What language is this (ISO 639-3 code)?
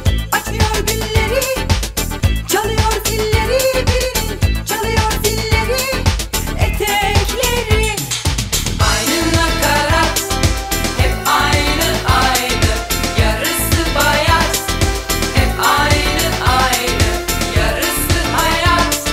tur